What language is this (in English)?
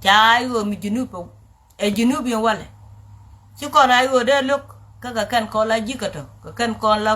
Nuer